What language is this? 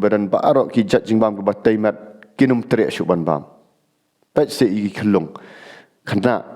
Khasi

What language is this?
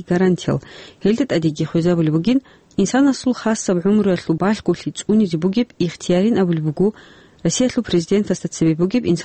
Avaric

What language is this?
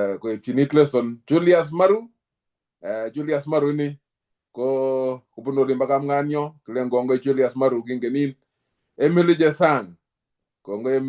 Kalenjin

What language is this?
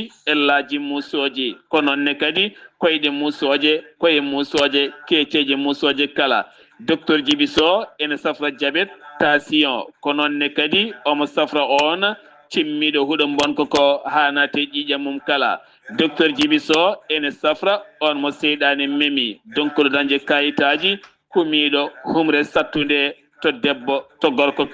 Fula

